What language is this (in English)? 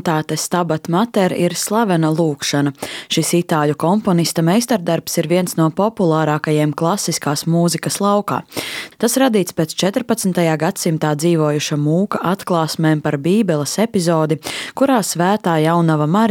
Latvian